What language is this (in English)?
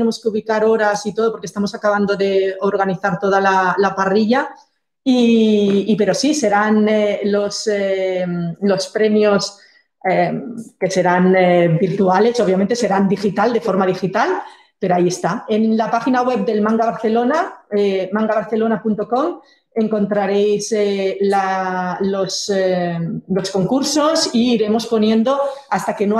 Spanish